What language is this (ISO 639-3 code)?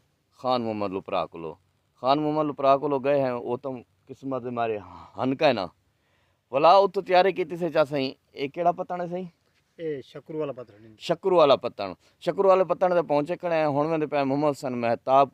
skr